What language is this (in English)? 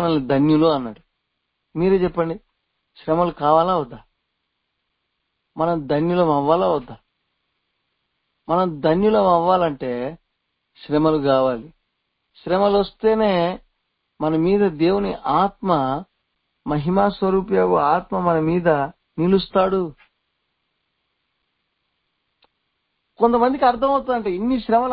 Telugu